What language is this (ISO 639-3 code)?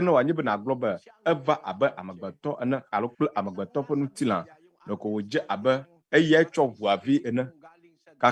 ewe